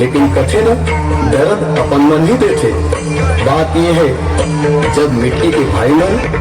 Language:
Chhattisgarhi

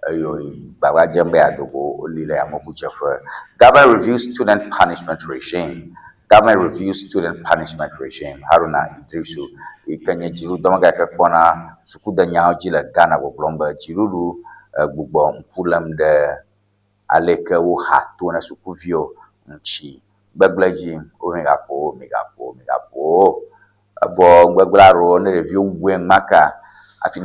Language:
Ewe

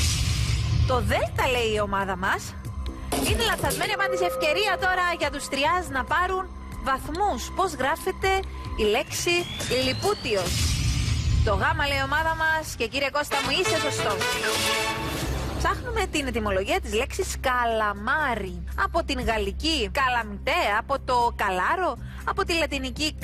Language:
Greek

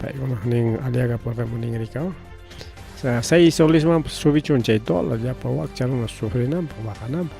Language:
Ayacucho Quechua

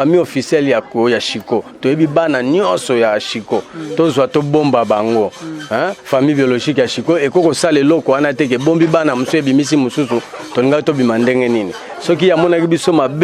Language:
Lingala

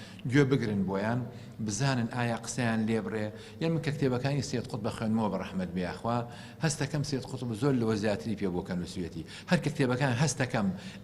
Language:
Central Kurdish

